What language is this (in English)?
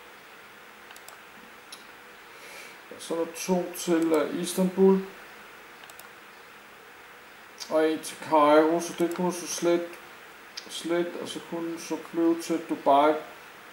Danish